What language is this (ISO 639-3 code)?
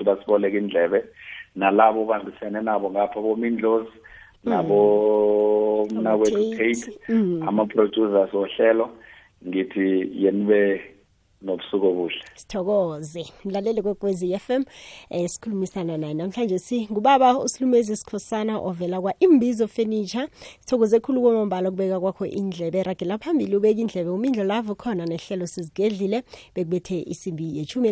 nbl